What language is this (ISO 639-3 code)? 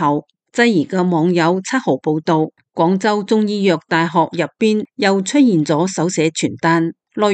yue